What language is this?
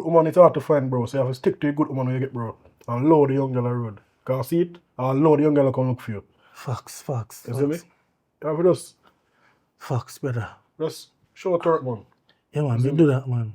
Jamaican Creole English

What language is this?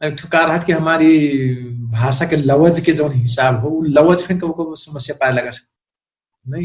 Dangaura Tharu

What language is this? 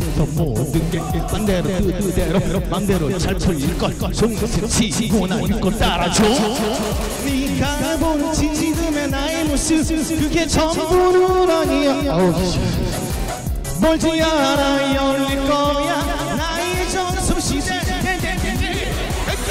Korean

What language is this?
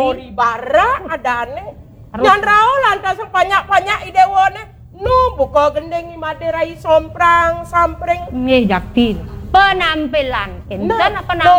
Balinese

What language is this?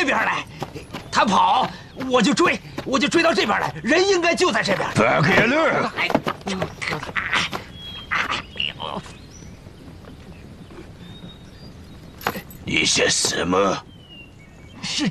Chinese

